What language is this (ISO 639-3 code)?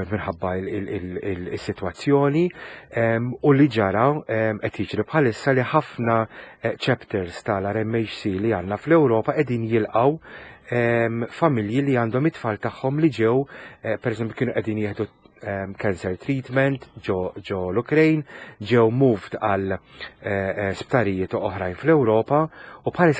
mlt